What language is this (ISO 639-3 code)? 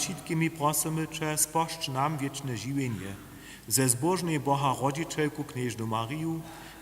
hsb